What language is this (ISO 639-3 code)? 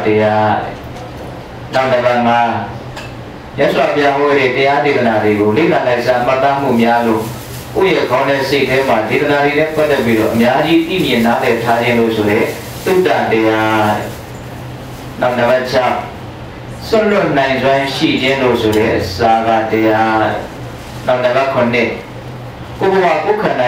mya